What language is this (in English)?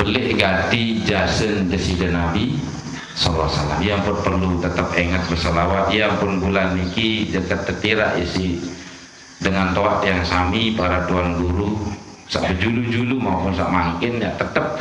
Sasak